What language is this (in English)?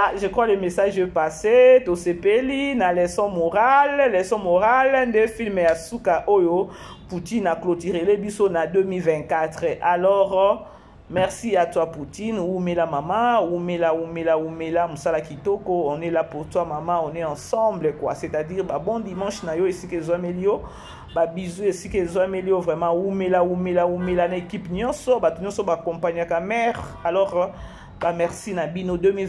Lingala